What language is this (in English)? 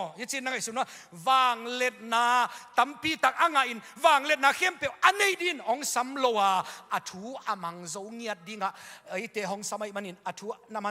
Tedim Chin